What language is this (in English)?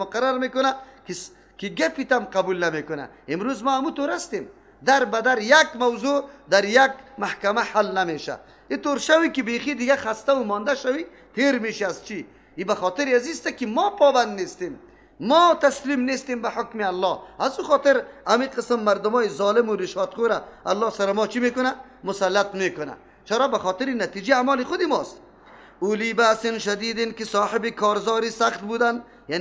Persian